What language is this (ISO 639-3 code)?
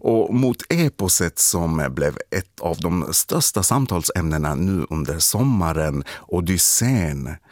swe